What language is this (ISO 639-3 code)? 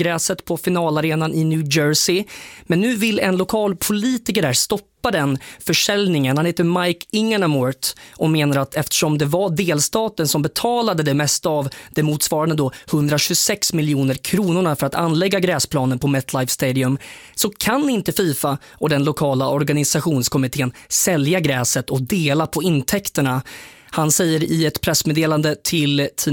swe